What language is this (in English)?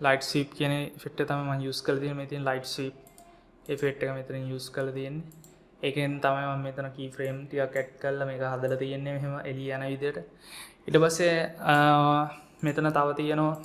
Sinhala